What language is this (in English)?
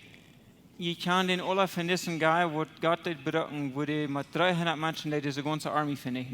Plautdietsch